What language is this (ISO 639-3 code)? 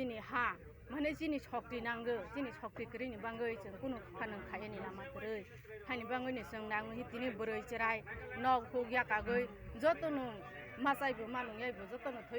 trp